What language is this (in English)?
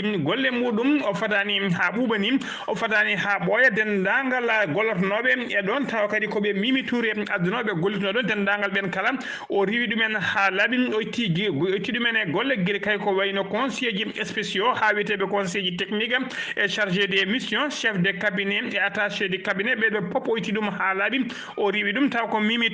Fula